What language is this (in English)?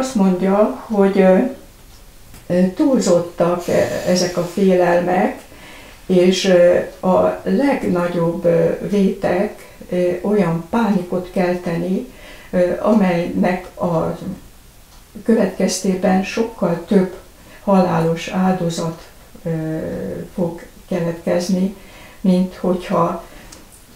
Hungarian